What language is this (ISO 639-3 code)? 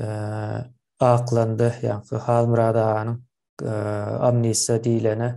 tuk